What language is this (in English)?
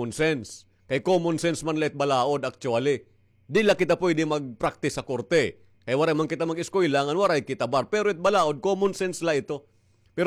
Waray